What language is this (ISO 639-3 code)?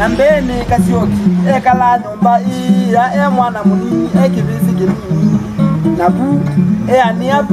kam